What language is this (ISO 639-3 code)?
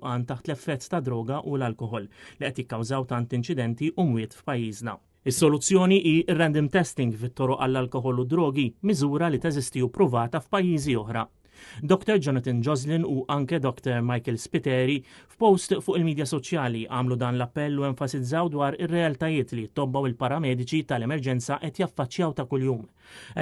mlt